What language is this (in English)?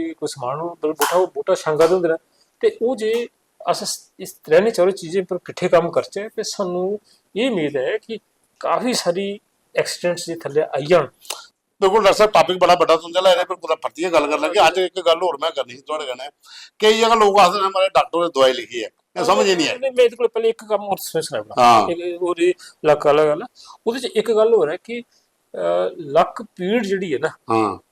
Dogri